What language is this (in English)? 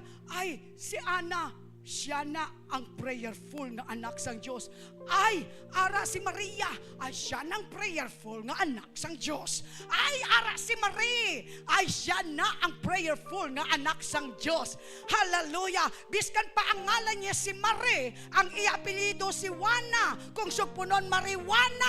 Hiligaynon